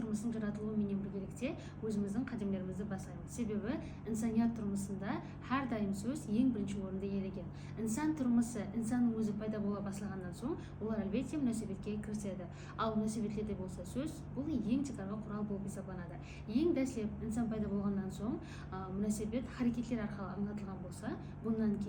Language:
Kara-Kalpak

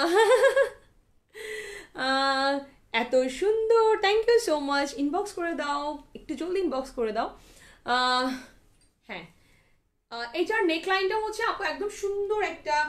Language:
Bangla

